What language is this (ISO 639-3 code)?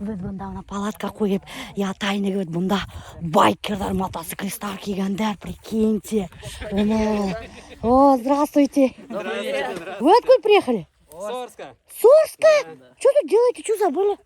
bak